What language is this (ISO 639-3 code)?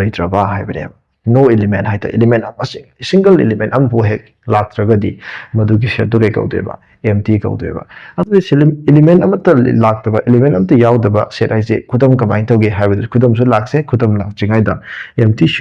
mni